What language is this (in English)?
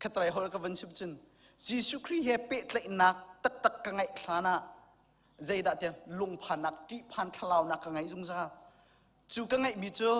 Hakha Chin